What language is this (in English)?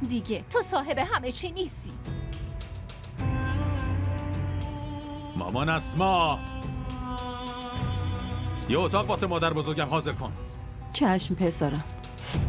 Persian